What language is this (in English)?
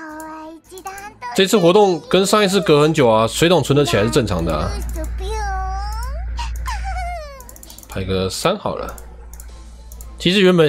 Chinese